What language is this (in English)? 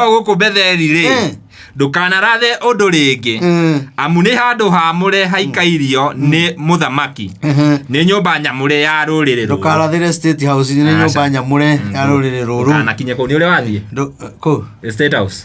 Kikuyu